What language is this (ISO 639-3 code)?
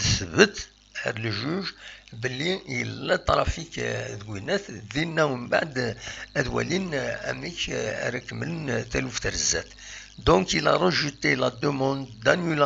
kab